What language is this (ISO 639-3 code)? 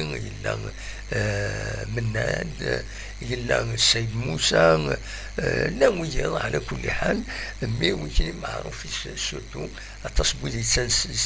kab